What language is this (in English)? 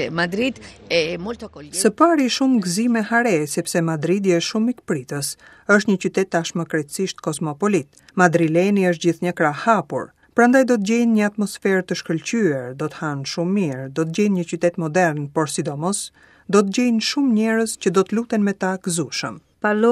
Albanian